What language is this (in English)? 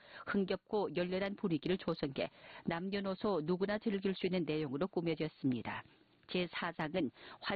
Korean